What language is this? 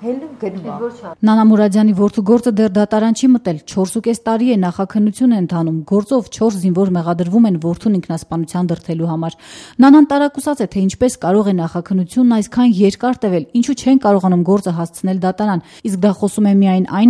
Armenian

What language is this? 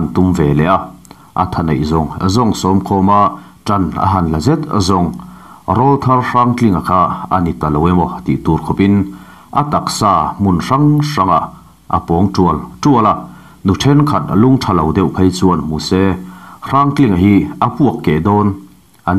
Mizo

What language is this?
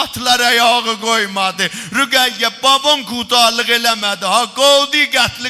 South Azerbaijani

